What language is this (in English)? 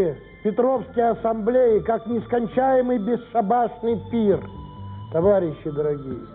Russian